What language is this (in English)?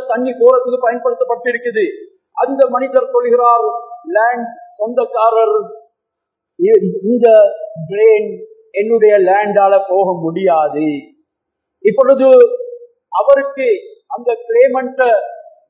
Tamil